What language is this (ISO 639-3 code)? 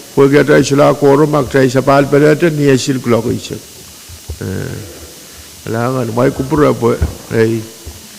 pon